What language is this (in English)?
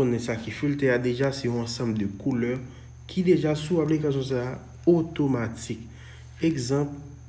Haitian Creole